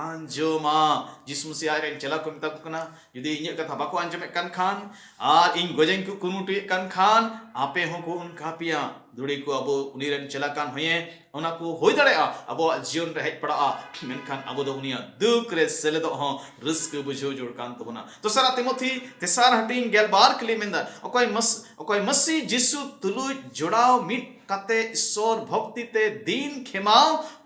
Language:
Santali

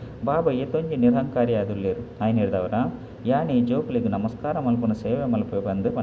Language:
Tulu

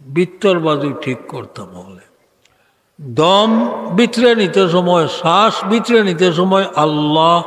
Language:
Sylheti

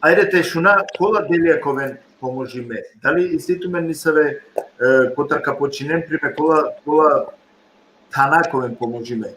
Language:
Balkan Romani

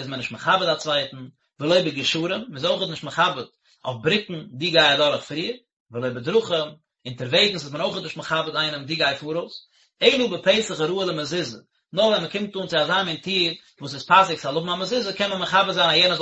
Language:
Yiddish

